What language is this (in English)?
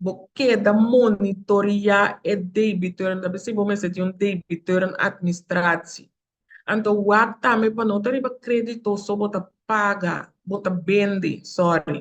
Papiamento